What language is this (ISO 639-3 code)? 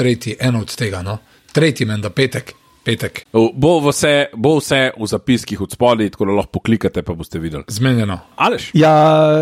slv